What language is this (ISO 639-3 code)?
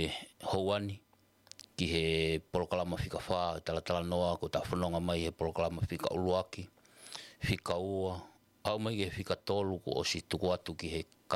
ton